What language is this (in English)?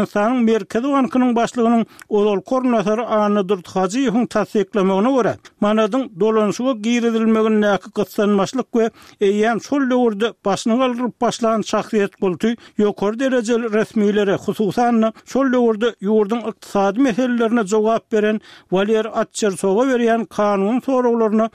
Turkmen